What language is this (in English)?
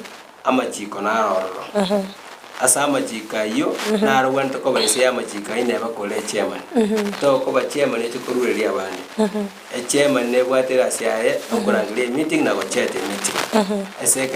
Gusii